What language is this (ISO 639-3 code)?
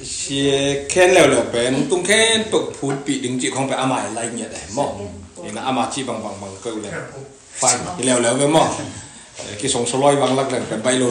ctd